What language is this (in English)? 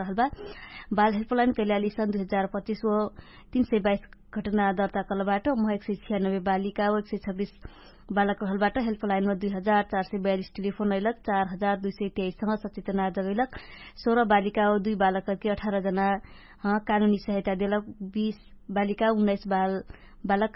Dangaura Tharu